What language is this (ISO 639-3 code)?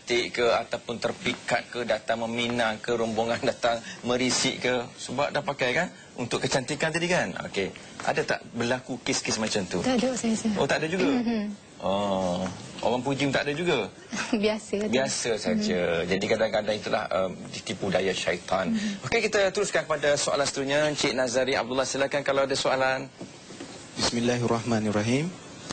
msa